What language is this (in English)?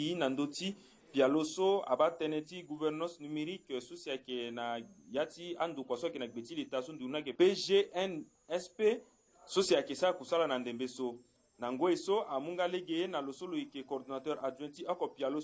Sango